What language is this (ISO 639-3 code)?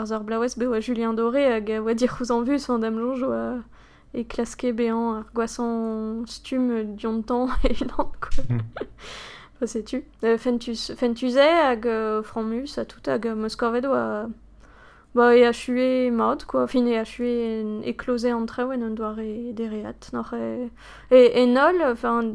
bre